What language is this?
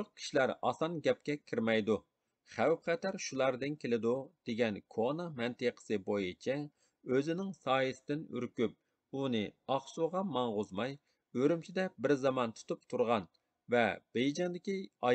Uyghur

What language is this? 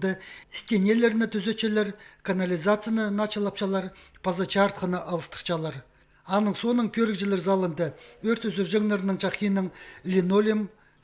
Khakas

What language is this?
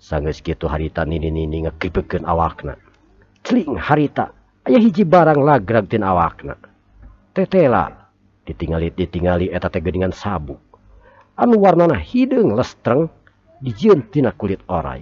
Sundanese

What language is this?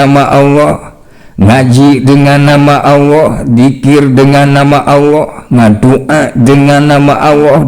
Sundanese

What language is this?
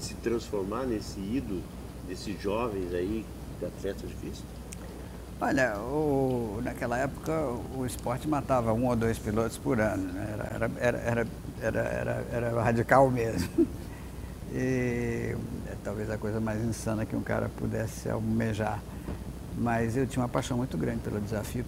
Portuguese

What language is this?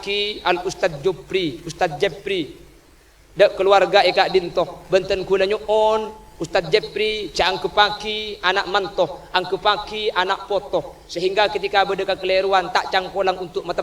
Madurese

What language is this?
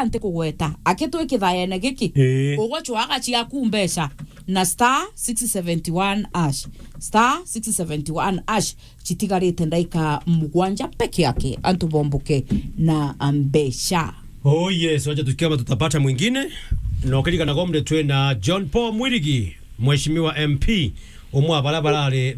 Meru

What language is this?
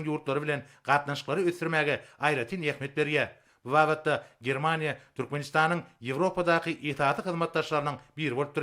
Turkmen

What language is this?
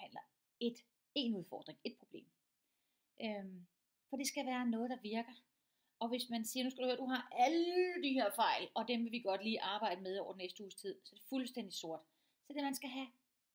Danish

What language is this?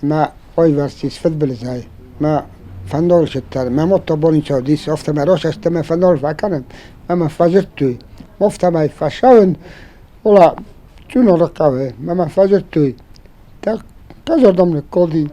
Ossetic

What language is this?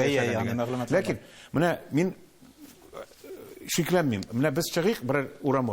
Tatar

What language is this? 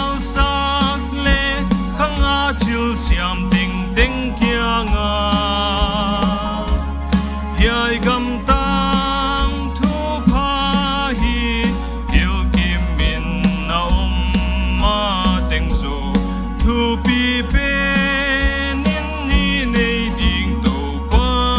Paite Chin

